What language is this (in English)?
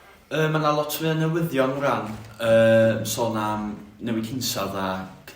Welsh